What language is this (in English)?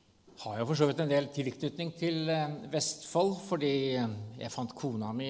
Norwegian